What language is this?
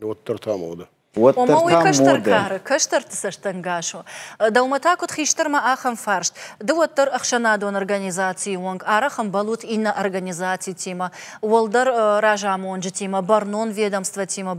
Ossetic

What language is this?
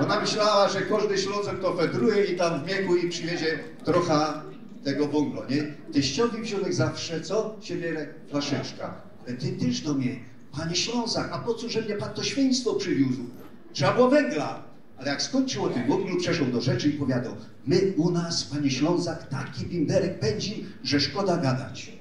Silesian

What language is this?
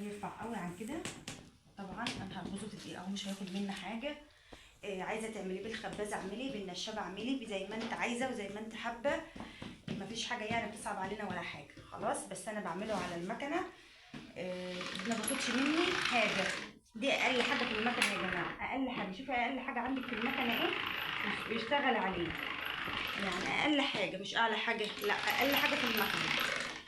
Egyptian Arabic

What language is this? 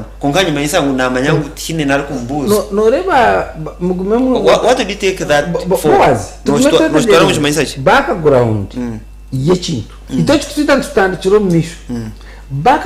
Nyankole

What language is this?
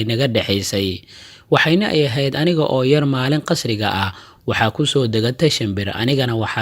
Somali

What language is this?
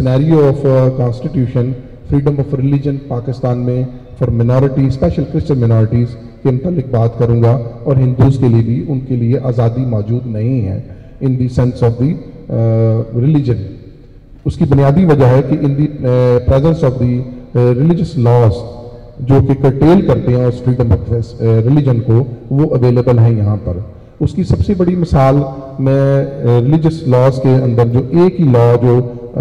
Urdu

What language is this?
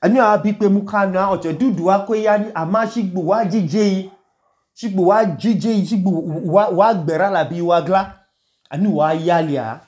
Idoma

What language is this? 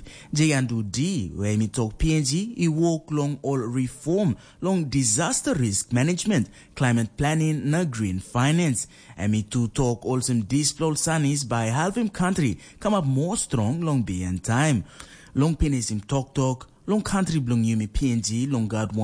Tok Pisin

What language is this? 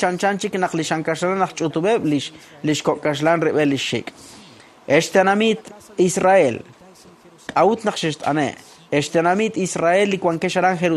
Kekchí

